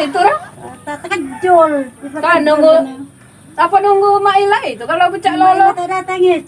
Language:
Musi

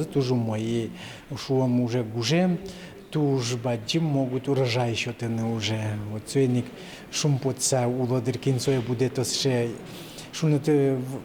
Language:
Udmurt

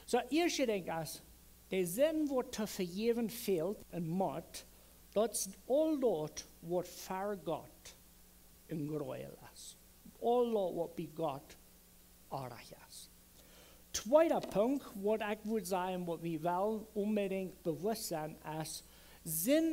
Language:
Plautdietsch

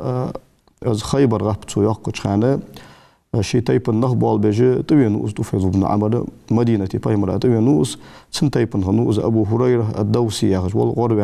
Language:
Ingush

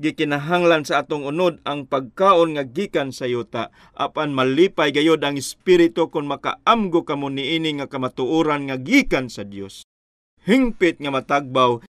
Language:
Cebuano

